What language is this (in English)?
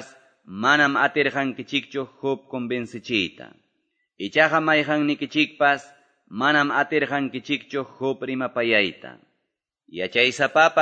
Quechua